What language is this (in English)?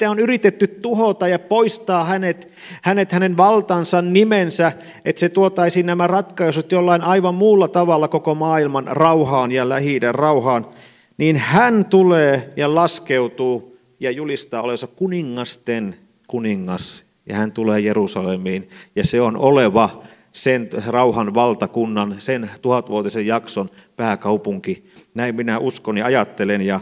Finnish